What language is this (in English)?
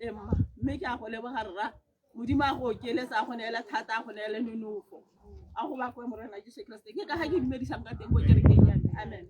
Tswana